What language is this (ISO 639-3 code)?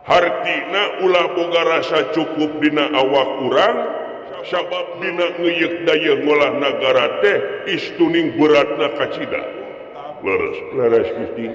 sun